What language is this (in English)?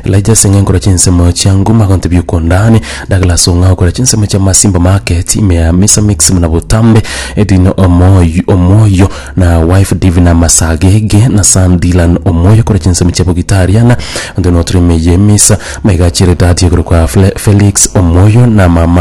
Gusii